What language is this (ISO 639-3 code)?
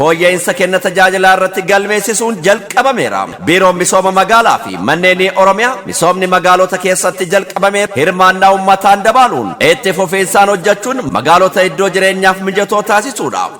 orm